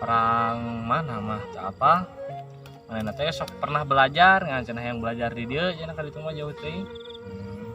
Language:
Sundanese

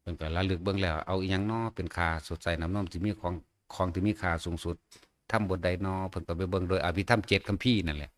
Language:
Northeastern Thai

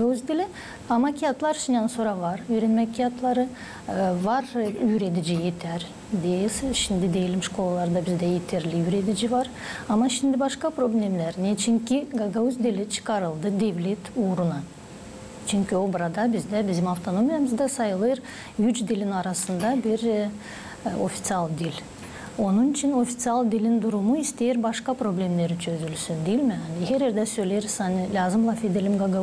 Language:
Gagauz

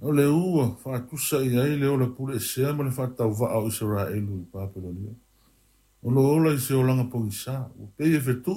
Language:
Samoan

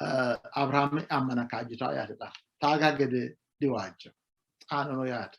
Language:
Sidamo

